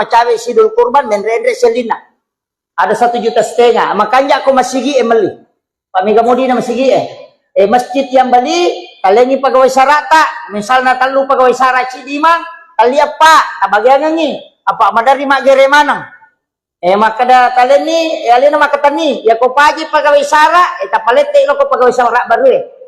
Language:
Buginese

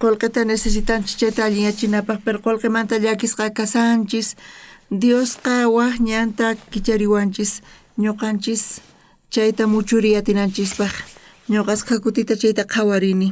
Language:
South Bolivian Quechua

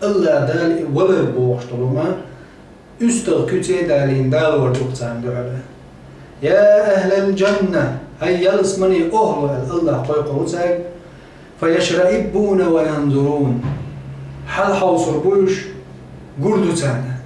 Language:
Chechen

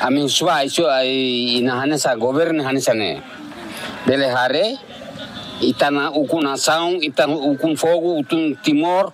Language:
Tetum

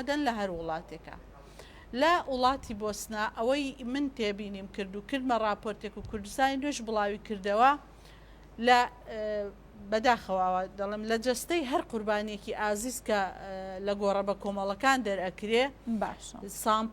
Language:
Central Kurdish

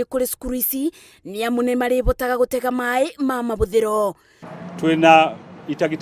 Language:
Kikuyu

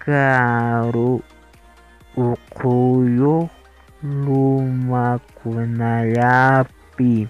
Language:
Quechua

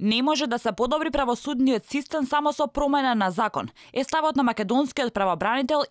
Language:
Macedonian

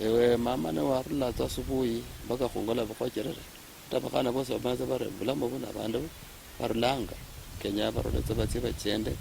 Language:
Luyia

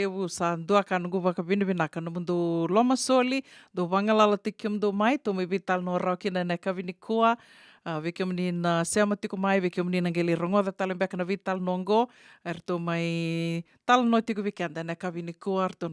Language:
Fijian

